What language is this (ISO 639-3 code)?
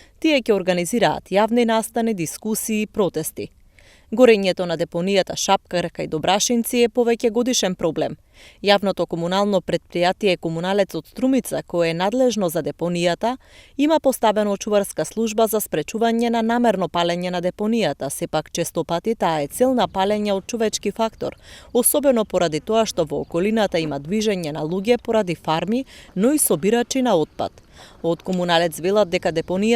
mkd